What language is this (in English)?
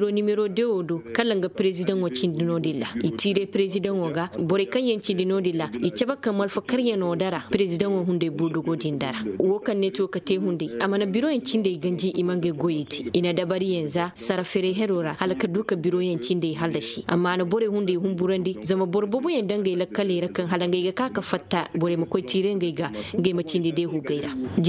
Koyraboro Senni